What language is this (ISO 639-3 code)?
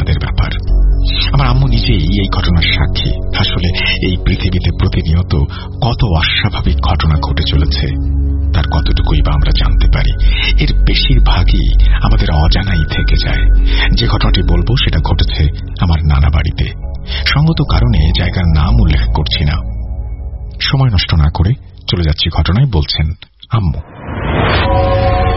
ben